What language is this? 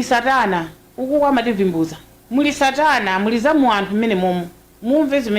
Nyanja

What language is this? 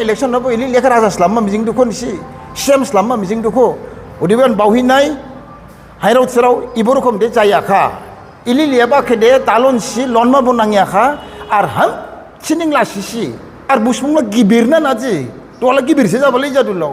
Dimasa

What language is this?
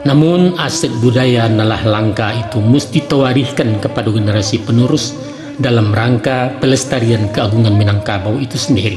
Minangkabau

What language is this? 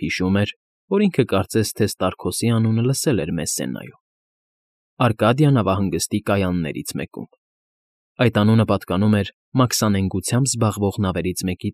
Armenian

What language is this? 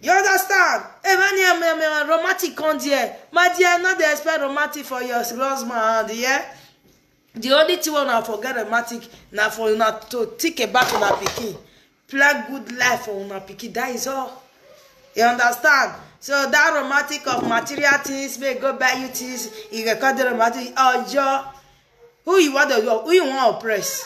Nigerian Pidgin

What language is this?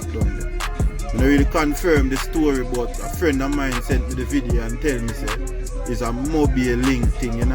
Jamaican Creole English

